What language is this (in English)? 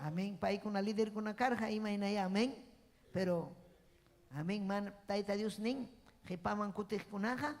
Ayacucho Quechua